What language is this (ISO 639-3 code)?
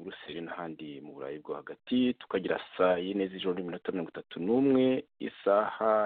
kin